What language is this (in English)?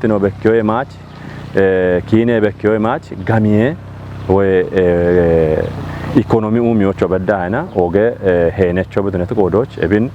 Kafa